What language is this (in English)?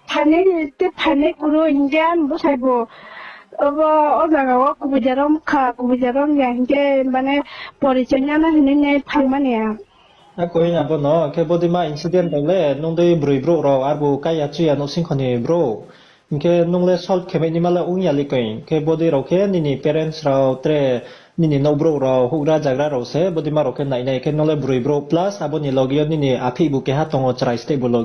Riang (India)